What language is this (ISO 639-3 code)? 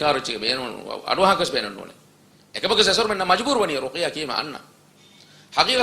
div